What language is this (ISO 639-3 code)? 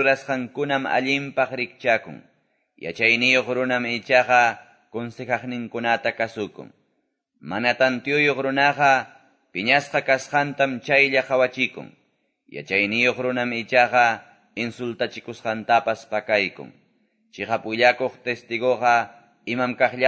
que